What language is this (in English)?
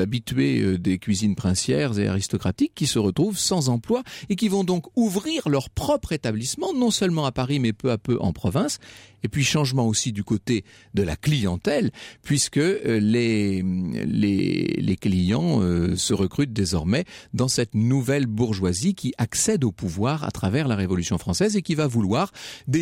French